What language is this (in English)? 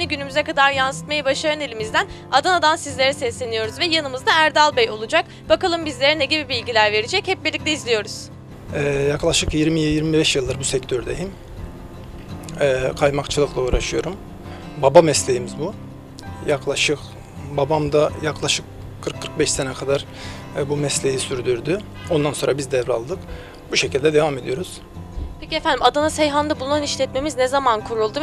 Turkish